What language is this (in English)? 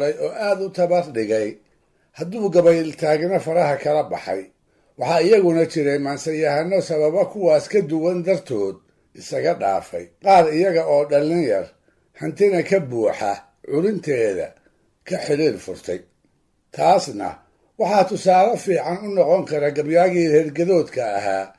Somali